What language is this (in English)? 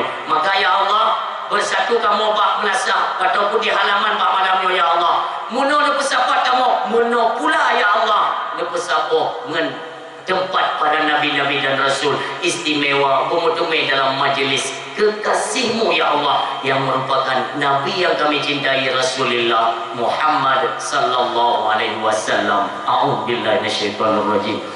Achinese